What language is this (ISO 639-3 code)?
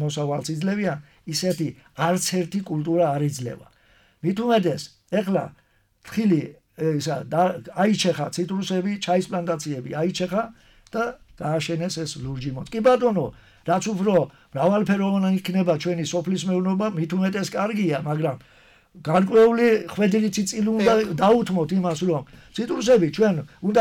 kat